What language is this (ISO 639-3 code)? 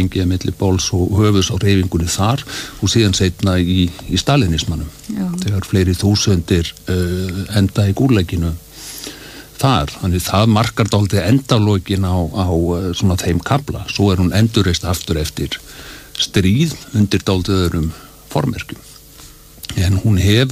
isl